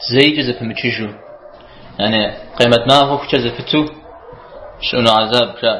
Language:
Kabardian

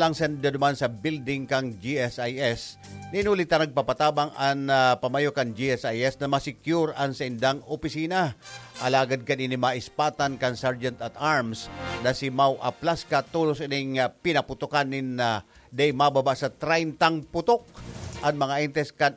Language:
Bikol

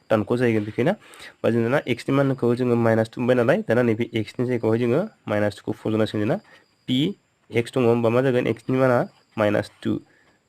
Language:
Bodo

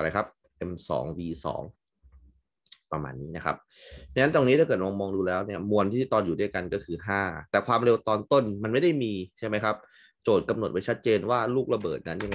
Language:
Thai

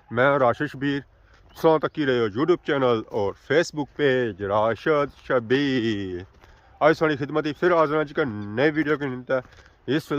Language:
Pahari-Potwari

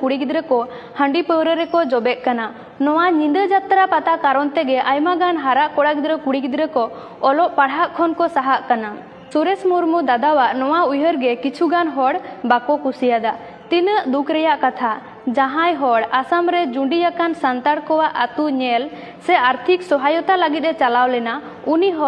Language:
Santali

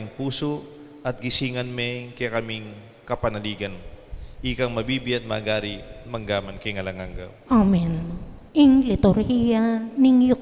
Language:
Pampanga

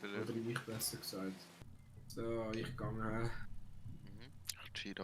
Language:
Swiss German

